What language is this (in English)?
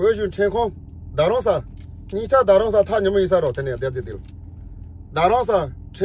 Tibetan